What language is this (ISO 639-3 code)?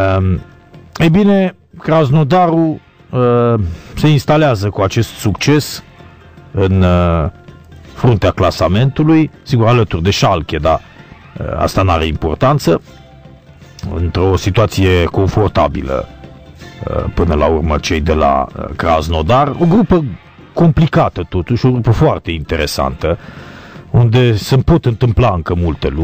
ron